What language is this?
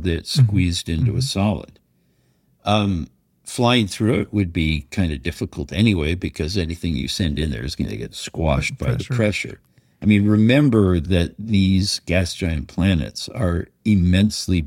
English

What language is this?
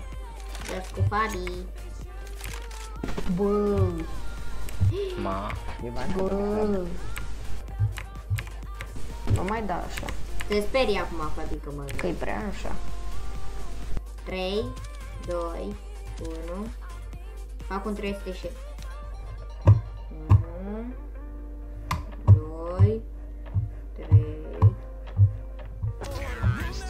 Romanian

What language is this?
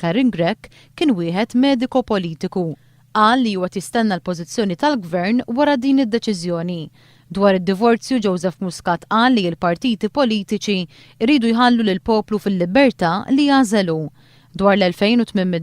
Maltese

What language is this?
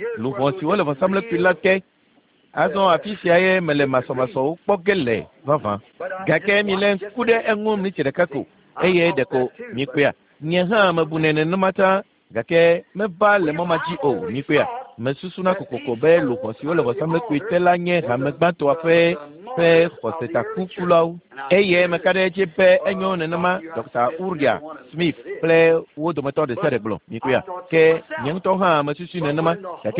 Ewe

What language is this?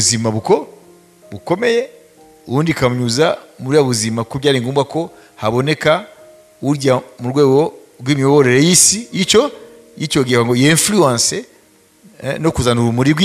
Kinyarwanda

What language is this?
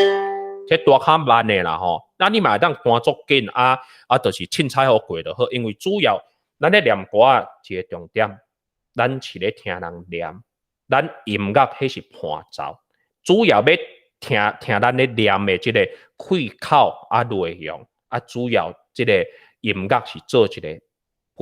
Min Nan Chinese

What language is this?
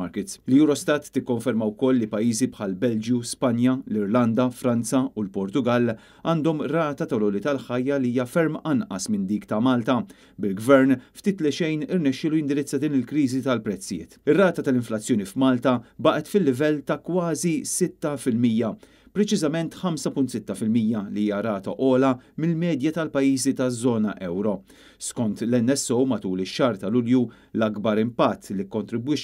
Maltese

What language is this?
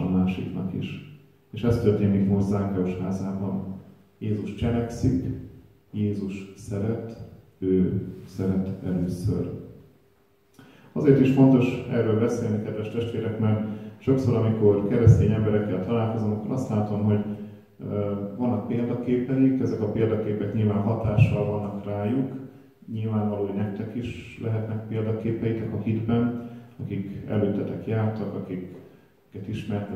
Hungarian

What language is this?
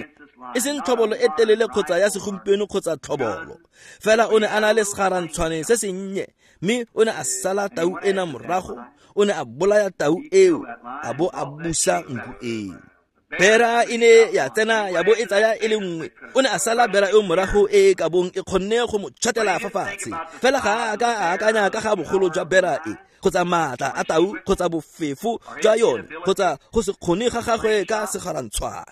Tswana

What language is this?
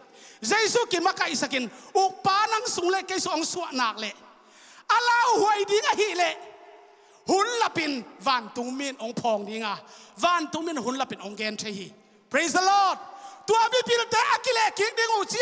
Tedim Chin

